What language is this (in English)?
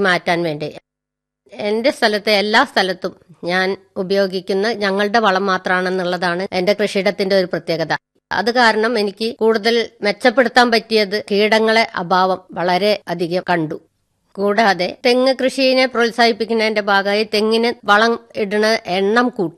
Malayalam